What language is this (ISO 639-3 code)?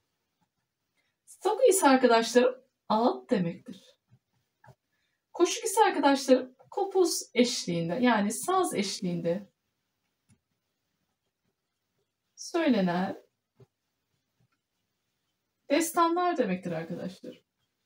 tur